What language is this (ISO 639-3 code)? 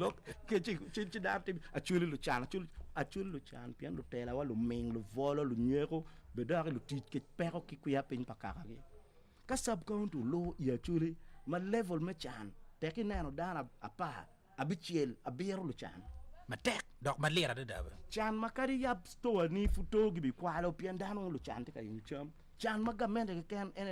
ach